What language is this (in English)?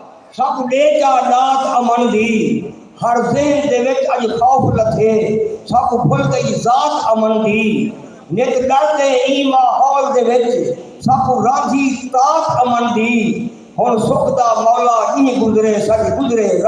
Saraiki